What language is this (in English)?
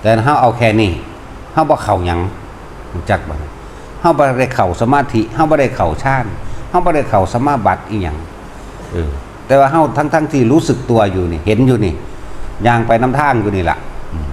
Northeastern Thai